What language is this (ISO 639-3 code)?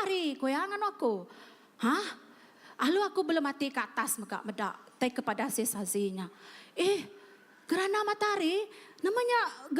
iba